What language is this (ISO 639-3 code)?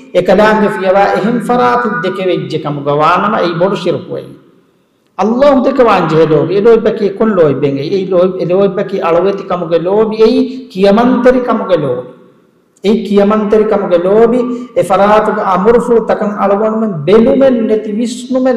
div